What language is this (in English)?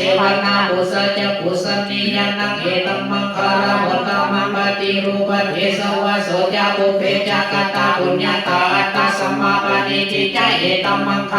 Pali